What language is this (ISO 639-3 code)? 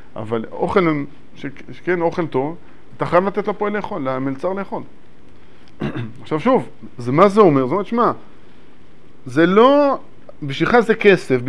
heb